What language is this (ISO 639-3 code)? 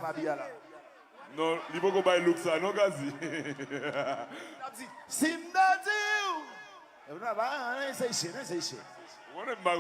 hat